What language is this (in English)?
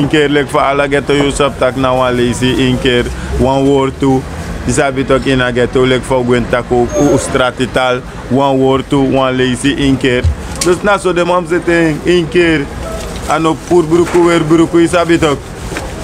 Sranan Tongo